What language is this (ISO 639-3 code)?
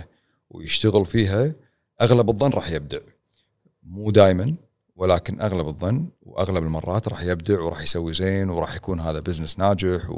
afb